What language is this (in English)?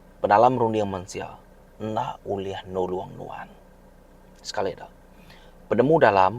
Iban